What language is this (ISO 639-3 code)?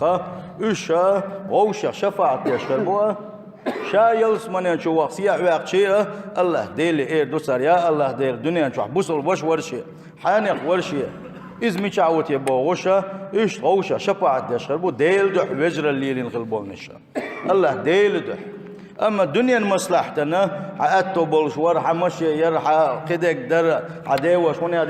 che